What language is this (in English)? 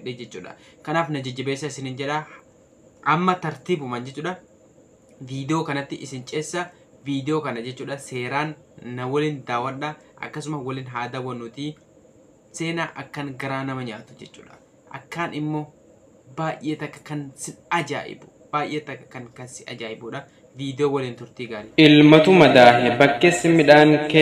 Oromo